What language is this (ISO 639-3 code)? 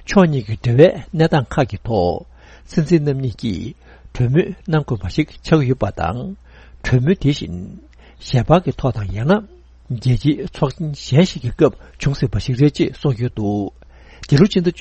bod